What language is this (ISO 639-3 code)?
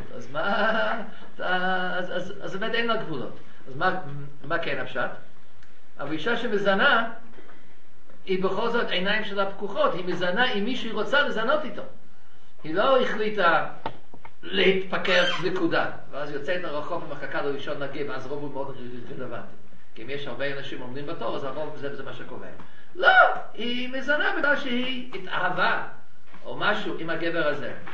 heb